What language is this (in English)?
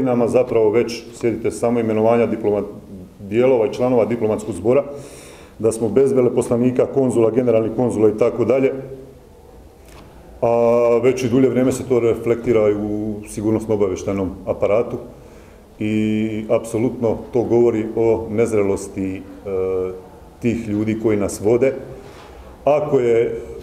Croatian